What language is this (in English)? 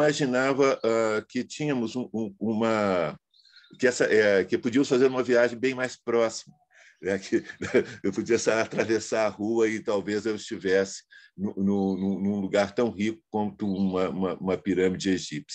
Portuguese